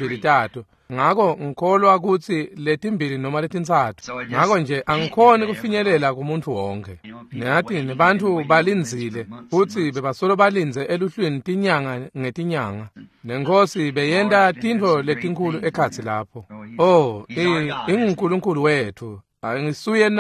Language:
Swati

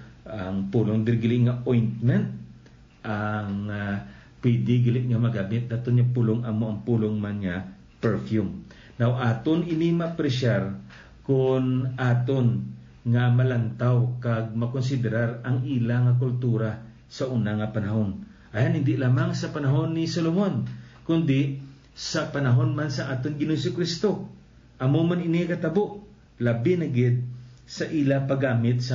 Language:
Hiligaynon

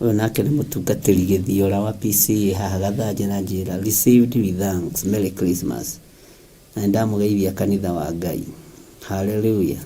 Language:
Kikuyu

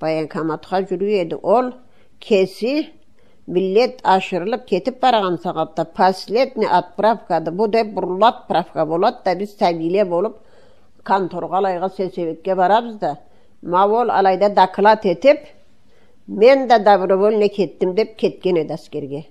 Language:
Karachay-Balkar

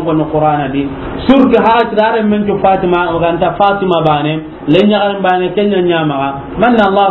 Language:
Soninke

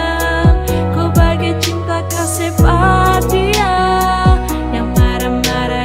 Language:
Ambonese Malay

